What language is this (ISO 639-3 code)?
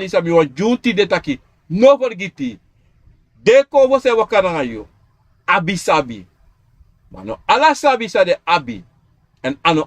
srn